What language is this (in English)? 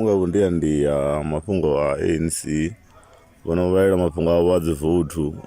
Venda